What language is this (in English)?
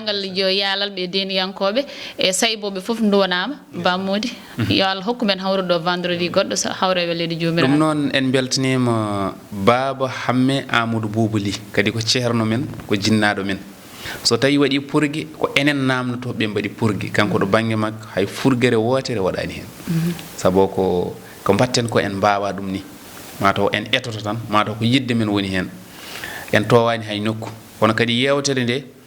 Fula